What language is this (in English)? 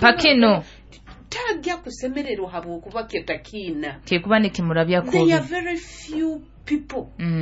Nyoro